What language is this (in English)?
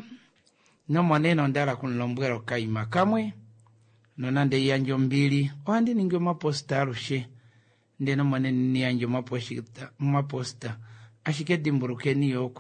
Kuanyama